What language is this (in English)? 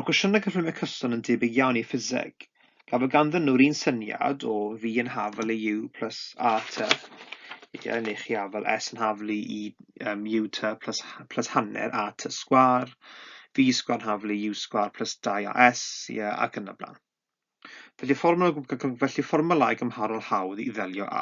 Welsh